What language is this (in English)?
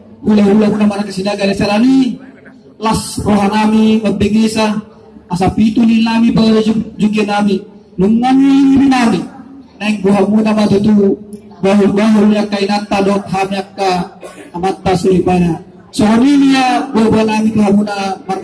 Batak Toba